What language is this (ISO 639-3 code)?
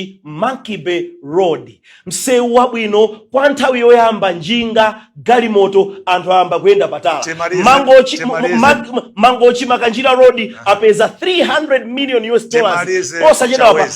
nya